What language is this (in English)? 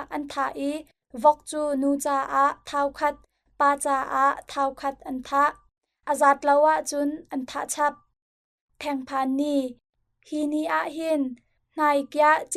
Hakha Chin